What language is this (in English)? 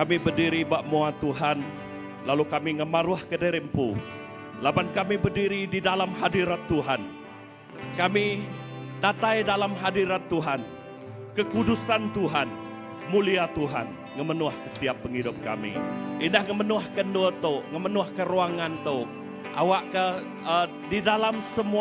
Iban